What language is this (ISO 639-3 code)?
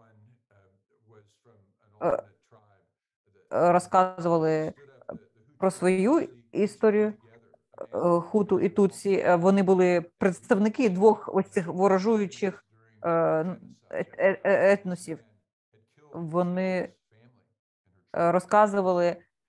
ukr